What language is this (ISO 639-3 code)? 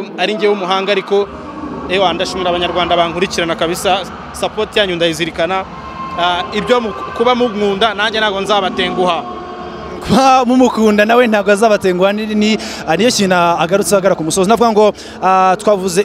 kin